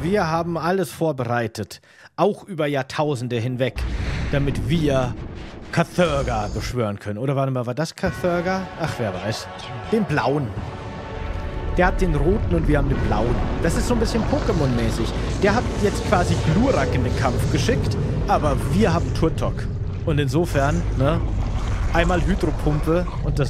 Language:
German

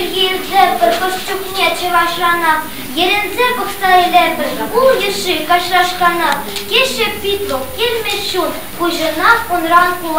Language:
Chuvash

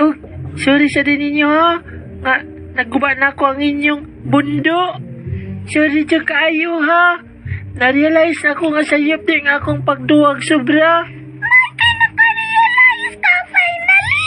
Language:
Cebuano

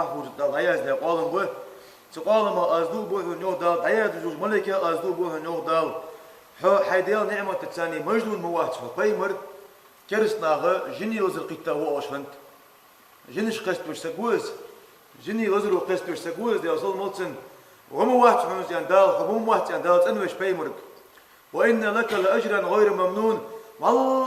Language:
Ingush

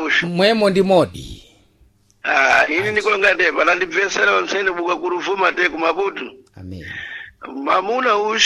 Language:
Sena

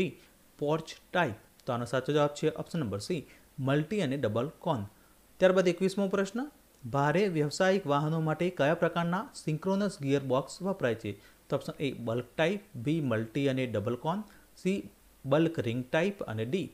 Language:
Gujarati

